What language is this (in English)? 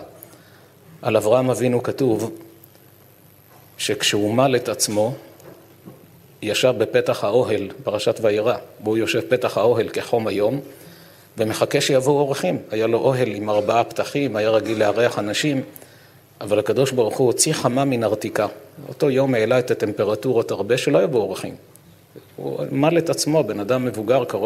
Hebrew